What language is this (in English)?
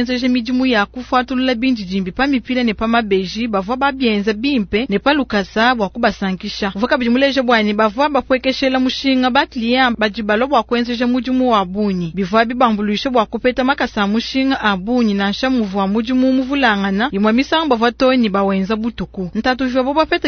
Luba-Lulua